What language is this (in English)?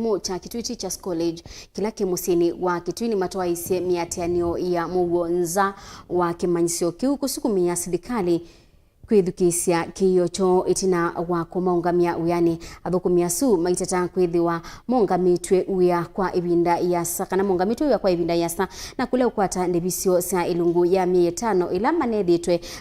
Kamba